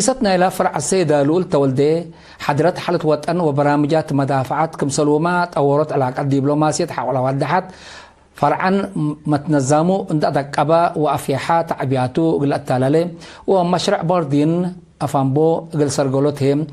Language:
Tigre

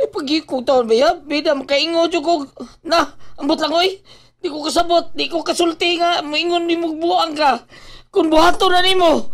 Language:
Cebuano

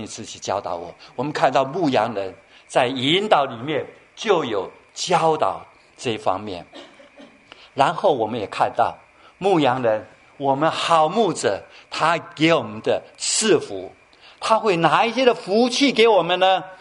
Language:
Chinese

